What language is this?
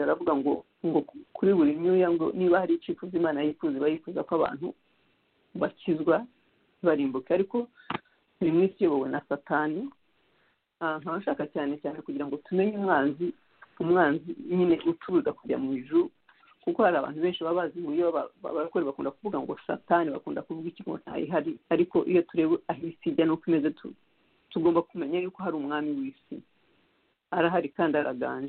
Kinyarwanda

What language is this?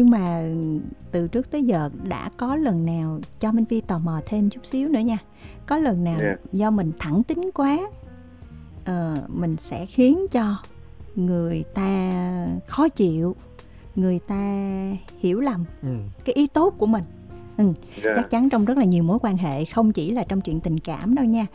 Vietnamese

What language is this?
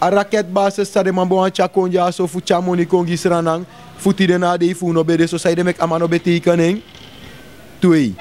Sranan Tongo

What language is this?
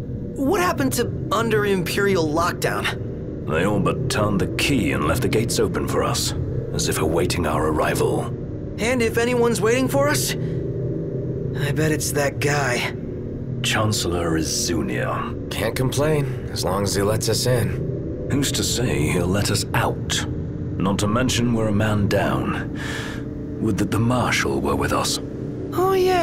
English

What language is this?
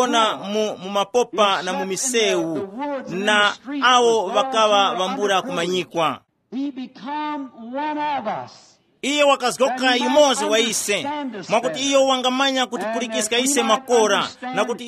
Tumbuka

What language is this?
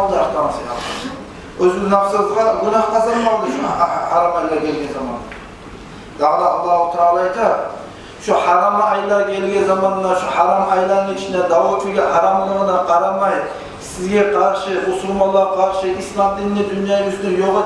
Kumyk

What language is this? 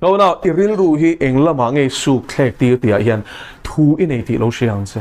Mizo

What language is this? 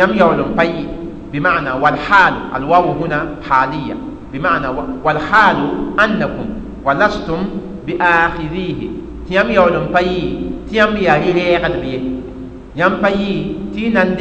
Mossi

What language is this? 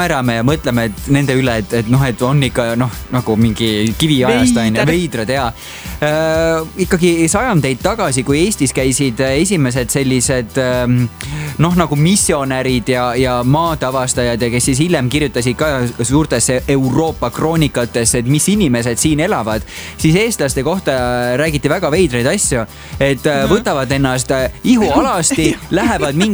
Estonian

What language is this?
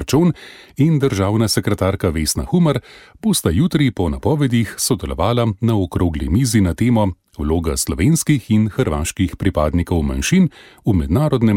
Slovenian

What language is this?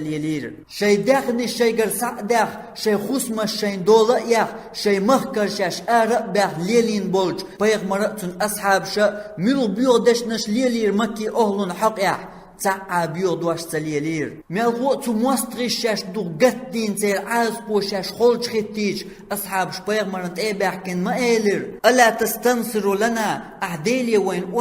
Chechen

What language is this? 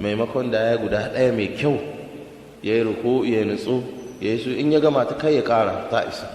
Hausa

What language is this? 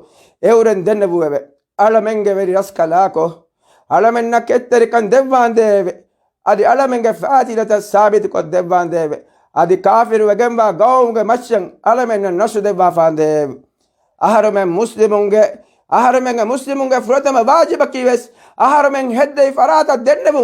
Divehi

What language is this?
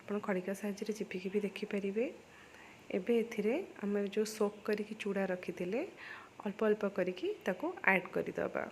Odia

